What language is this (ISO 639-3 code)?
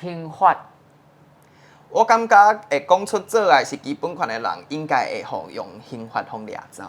nan